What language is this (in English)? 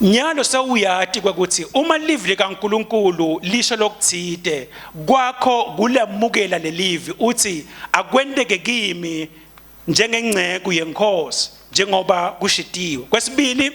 Swati